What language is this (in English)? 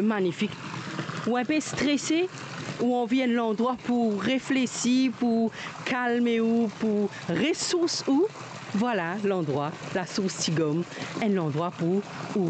Morisyen